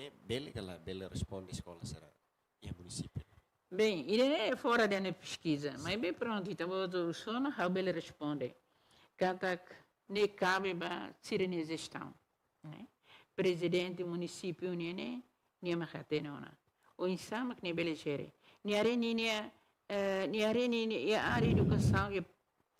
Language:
Tetum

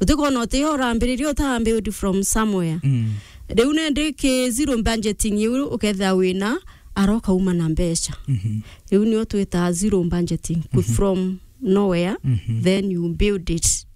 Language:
Meru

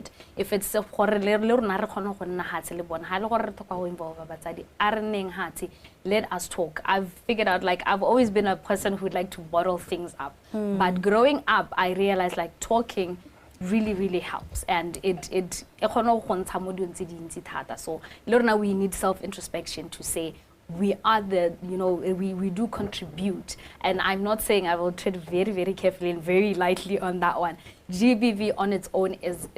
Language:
Tswana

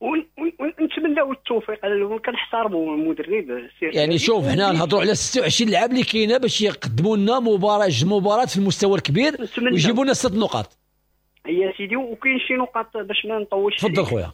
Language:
Moroccan Arabic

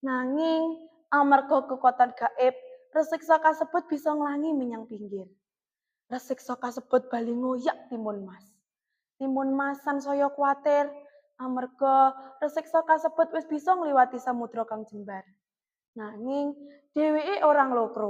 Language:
Javanese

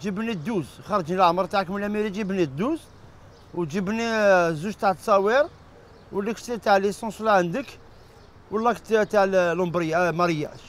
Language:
Algerian Arabic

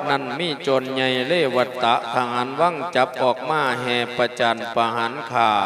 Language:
Lao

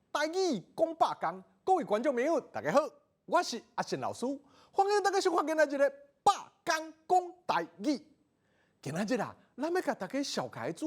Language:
Min Nan Chinese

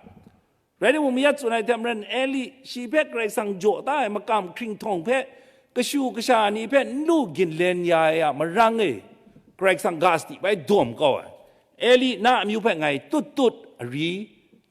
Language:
Kachin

